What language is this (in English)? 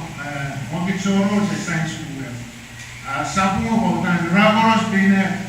Pohnpeian